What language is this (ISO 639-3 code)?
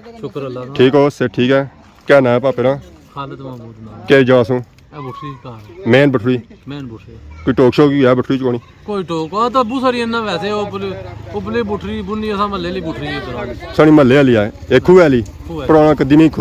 phr